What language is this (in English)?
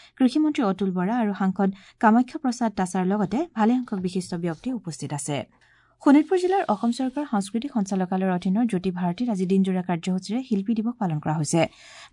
Assamese